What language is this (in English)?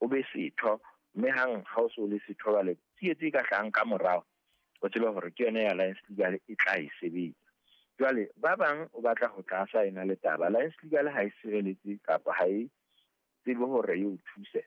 Southern Sotho